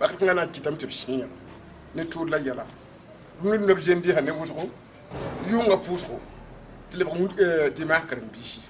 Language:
Mossi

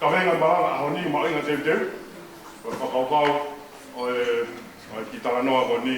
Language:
Tongan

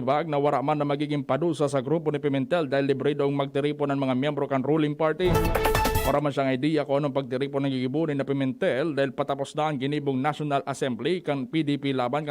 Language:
Bikol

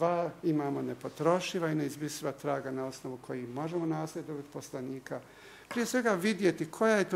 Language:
Bosnian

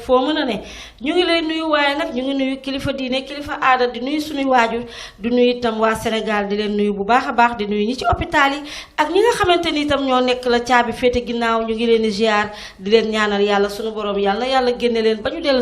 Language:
Wolof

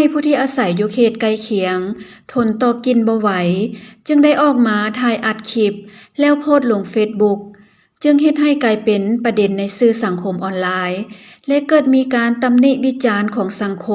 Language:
Lao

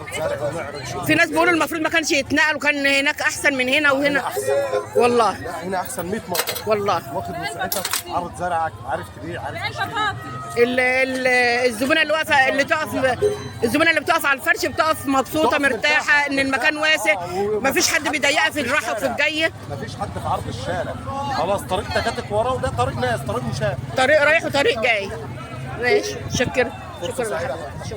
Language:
Egyptian Arabic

